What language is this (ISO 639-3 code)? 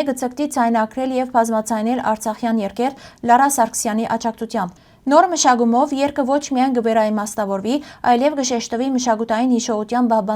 hyw